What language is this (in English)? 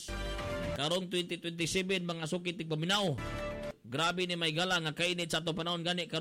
Cebuano